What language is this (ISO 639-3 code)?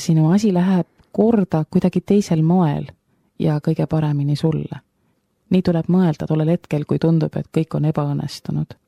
est